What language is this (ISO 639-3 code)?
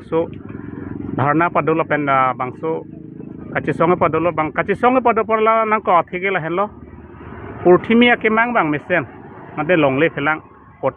mjw